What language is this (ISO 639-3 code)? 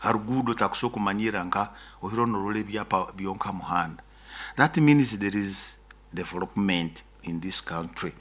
nyo